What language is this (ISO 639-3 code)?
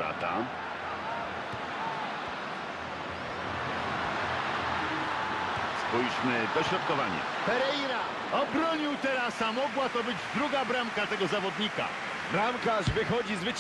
pol